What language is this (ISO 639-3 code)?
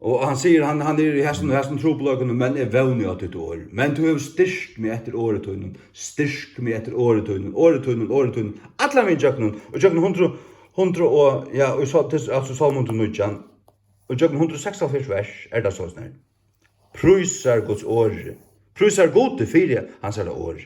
fao